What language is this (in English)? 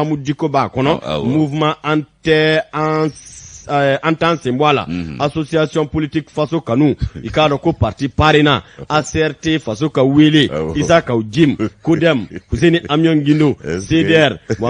Bambara